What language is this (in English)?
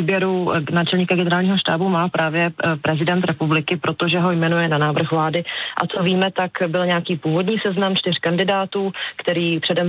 Czech